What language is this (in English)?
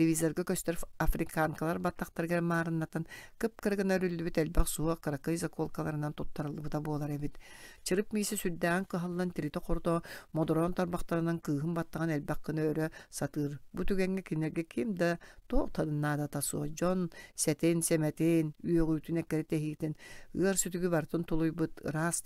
Yakut